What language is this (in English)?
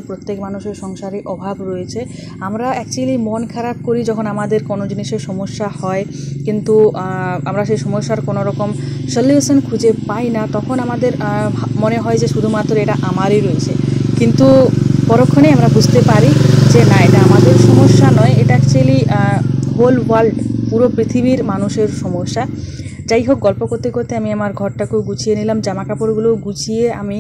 Bangla